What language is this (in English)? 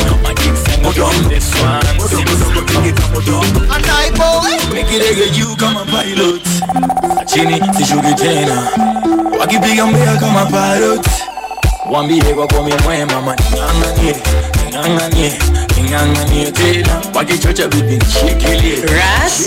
Swahili